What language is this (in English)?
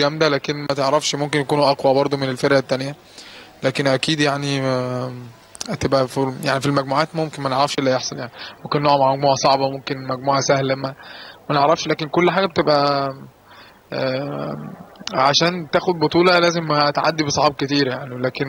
Egyptian Arabic